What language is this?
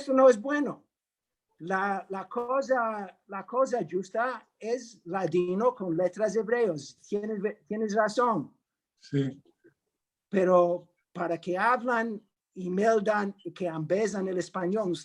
Ladino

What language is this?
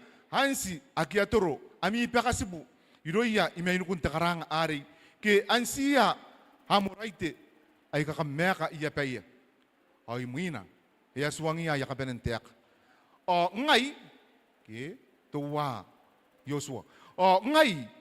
Gilbertese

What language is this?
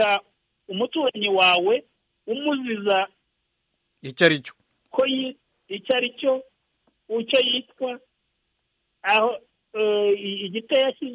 Kinyarwanda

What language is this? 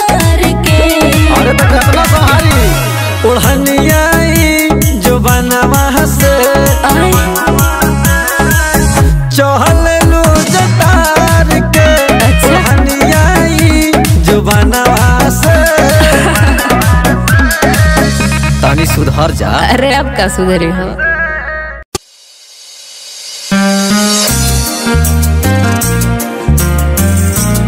Bhojpuri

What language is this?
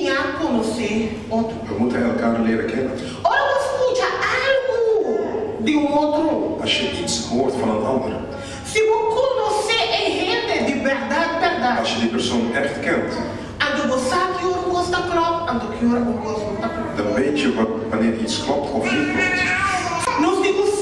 Papiamento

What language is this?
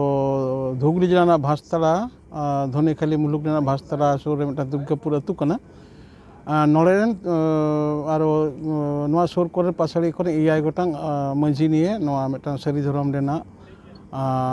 Santali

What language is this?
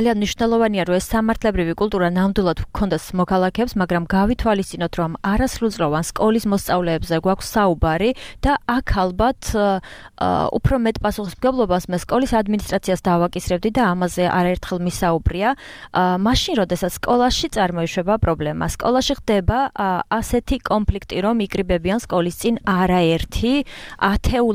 Georgian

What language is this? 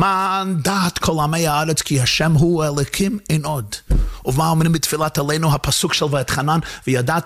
Hebrew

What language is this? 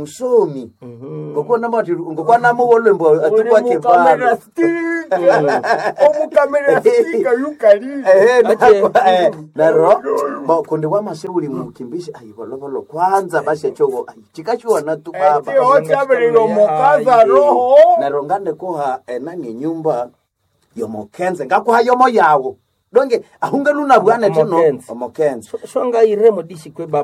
Nande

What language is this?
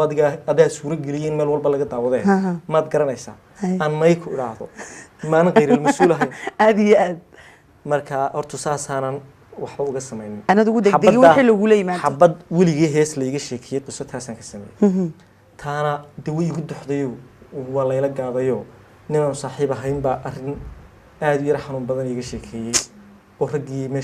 Somali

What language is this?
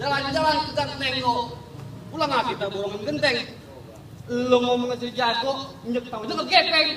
Betawi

